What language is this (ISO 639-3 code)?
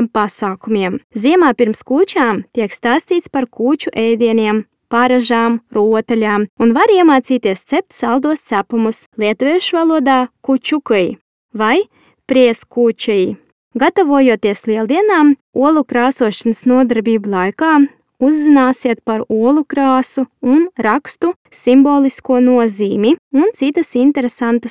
lav